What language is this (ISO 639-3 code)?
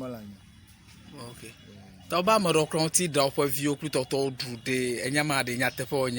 ewe